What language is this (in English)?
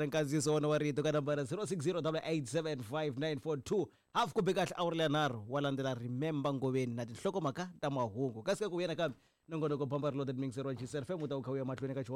Tsonga